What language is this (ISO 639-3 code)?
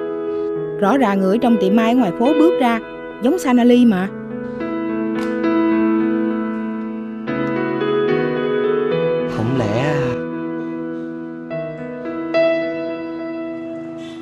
vie